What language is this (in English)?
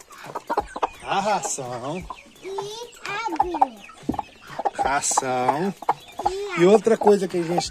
Portuguese